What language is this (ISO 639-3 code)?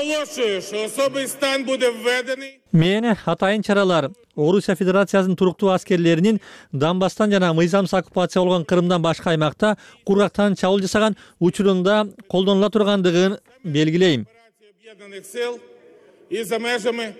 kir